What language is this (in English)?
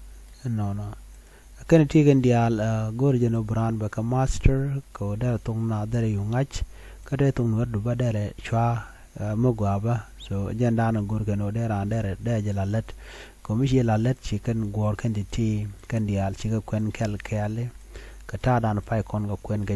Nuer